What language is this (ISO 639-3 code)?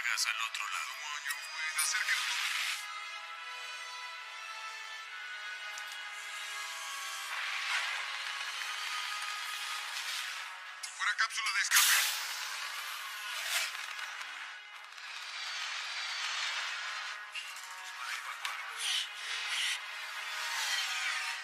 spa